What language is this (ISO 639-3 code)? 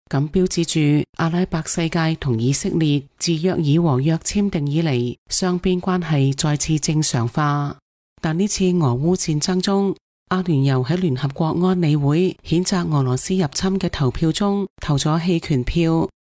yue